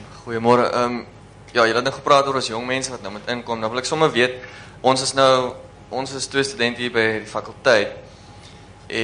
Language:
Afrikaans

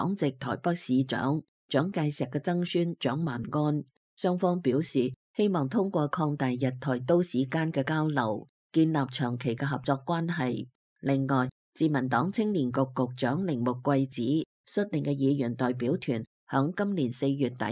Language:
Cantonese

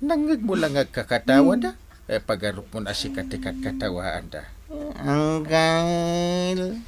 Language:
Iloko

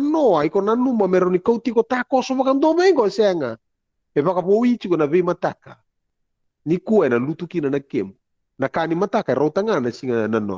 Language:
Fijian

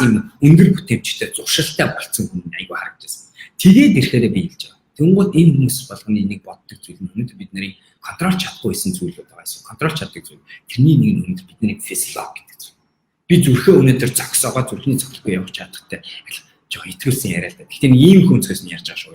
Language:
Mongolian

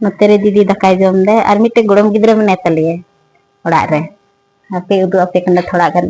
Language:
Santali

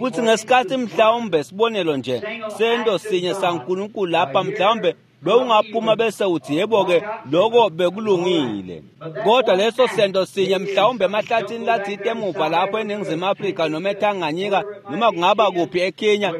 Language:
Swati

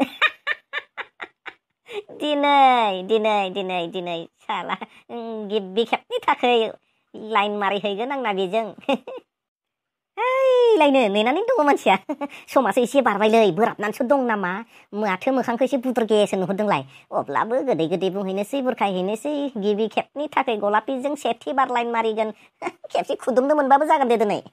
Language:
Bodo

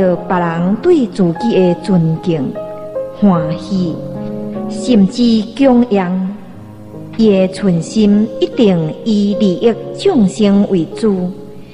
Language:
Min Nan Chinese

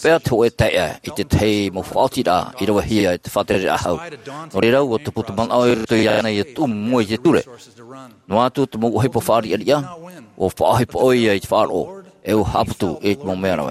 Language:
Tahitian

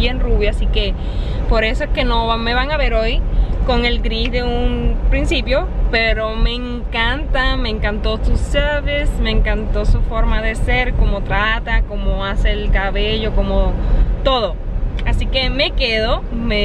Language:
Spanish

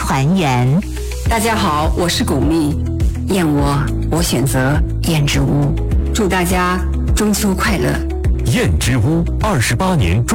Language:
Chinese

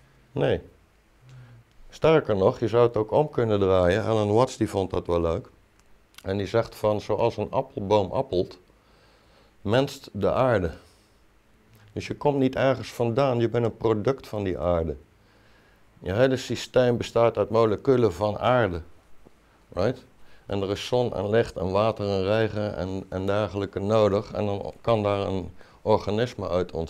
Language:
Dutch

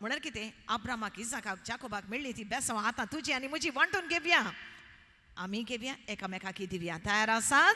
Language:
Konkani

